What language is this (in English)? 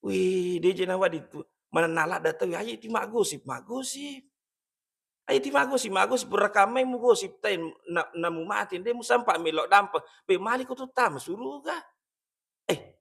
Buginese